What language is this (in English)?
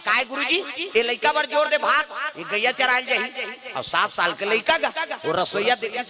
Chhattisgarhi